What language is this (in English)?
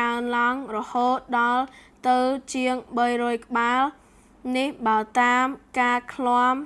Khmer